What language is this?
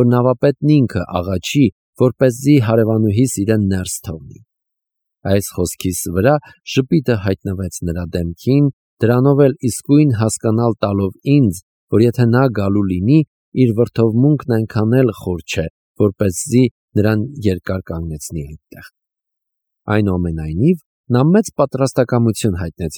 Armenian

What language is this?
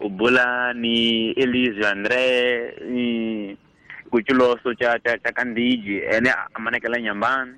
Tsonga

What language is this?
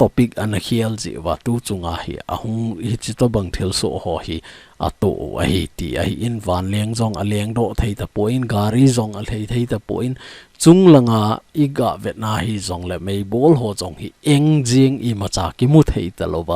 Thado Chin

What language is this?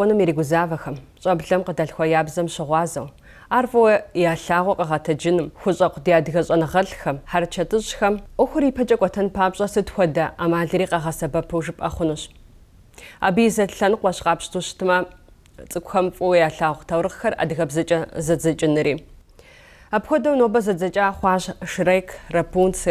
Kabardian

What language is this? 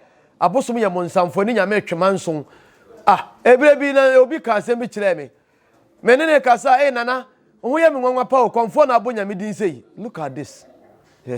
Akan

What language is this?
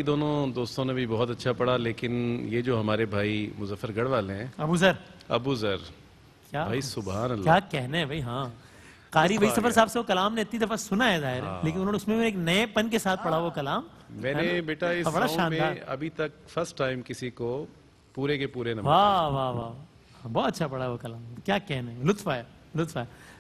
Urdu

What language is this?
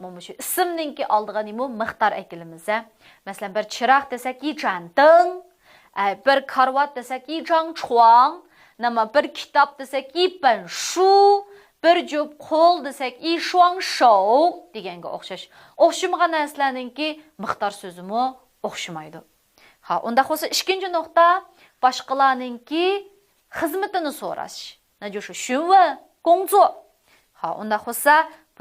Uyghur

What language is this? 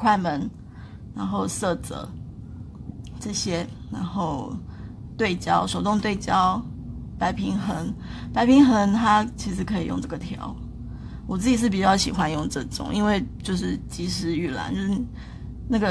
Chinese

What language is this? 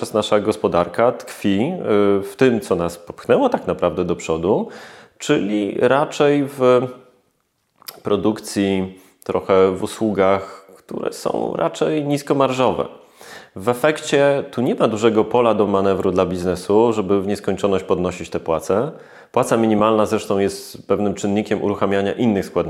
Polish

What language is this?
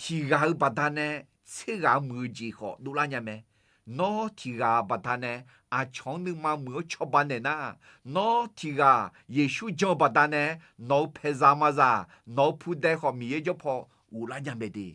Akha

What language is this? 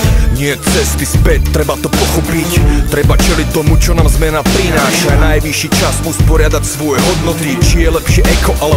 Slovak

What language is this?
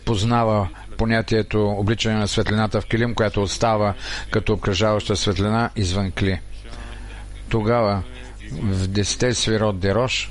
Bulgarian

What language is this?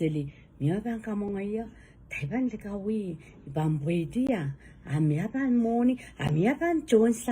Pohnpeian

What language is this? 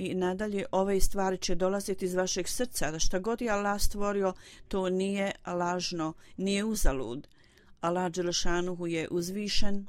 Bosnian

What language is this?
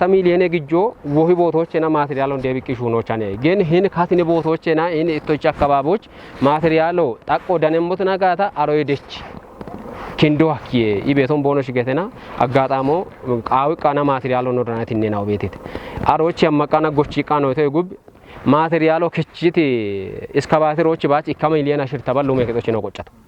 Kafa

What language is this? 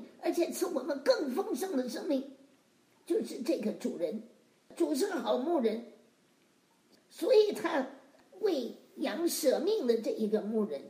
Chinese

